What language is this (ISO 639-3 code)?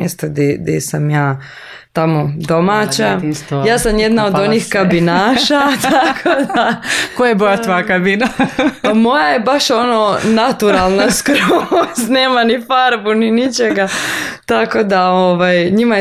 hrv